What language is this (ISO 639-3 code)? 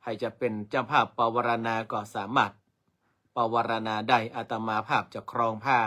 nod